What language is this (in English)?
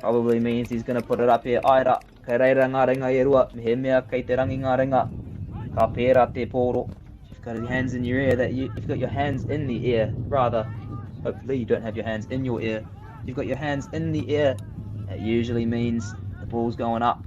Māori